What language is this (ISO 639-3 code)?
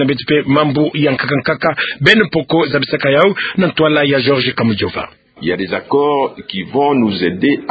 ktu